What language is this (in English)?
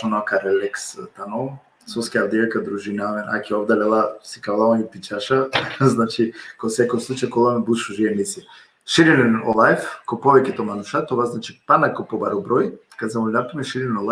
Balkan Romani